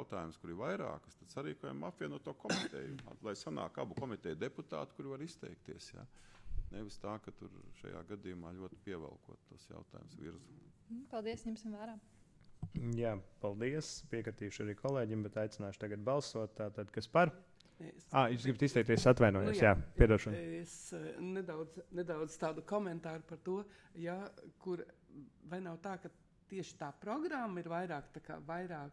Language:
Latvian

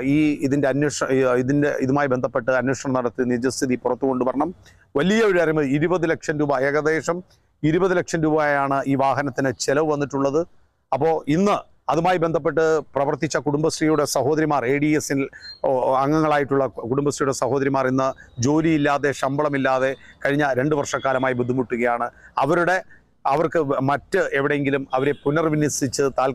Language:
Malayalam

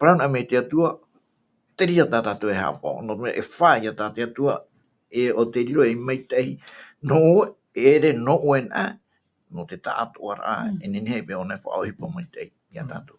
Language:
Tahitian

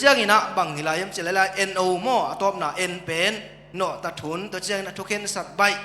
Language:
Tedim Chin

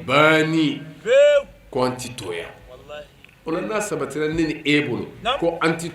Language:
Bambara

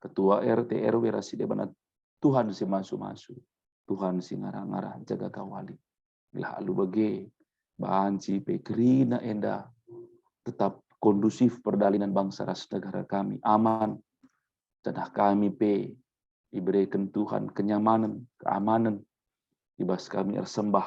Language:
Batak Karo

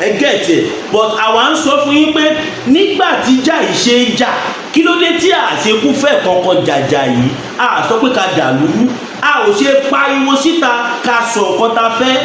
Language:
Yoruba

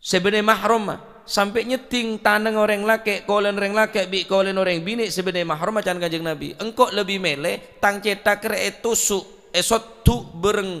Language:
Madurese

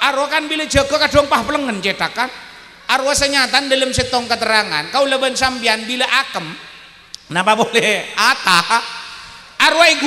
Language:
Madurese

